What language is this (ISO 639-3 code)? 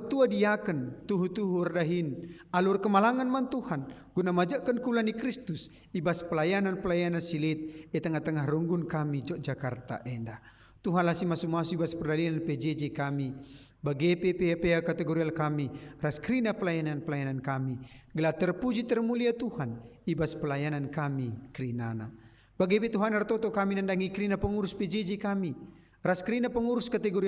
btx